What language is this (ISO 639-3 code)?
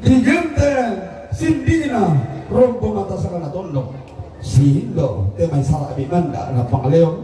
sda